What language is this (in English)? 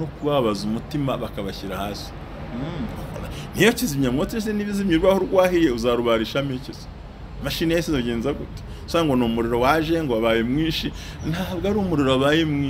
Kinyarwanda